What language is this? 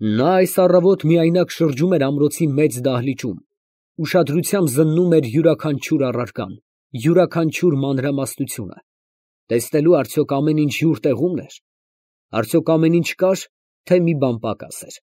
Armenian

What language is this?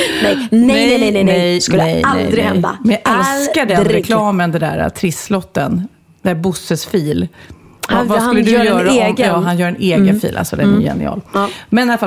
Swedish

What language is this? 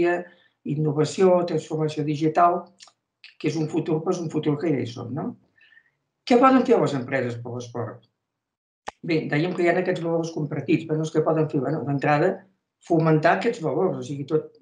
Catalan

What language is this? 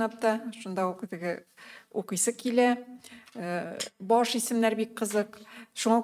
Tatar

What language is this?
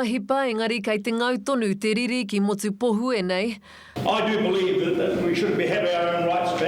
Māori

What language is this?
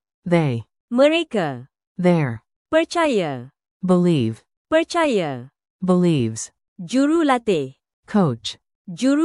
Malay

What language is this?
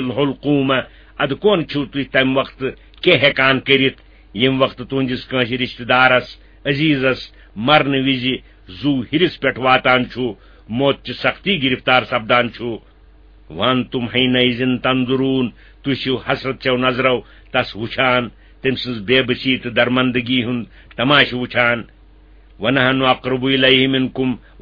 Kashmiri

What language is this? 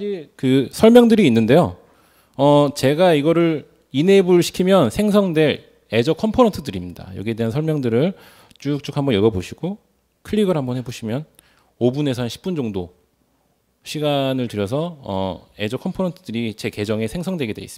Korean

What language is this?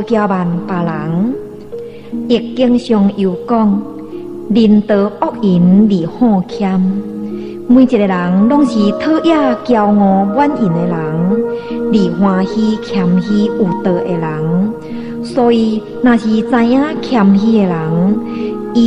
Min Nan Chinese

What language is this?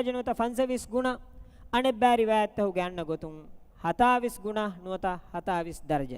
Divehi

